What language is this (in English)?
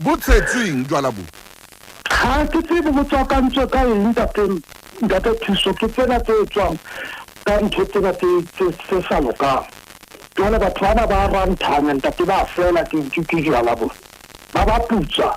Southern Sotho